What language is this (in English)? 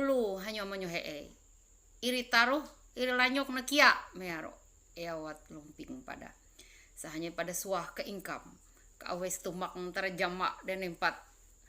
Ma'anyan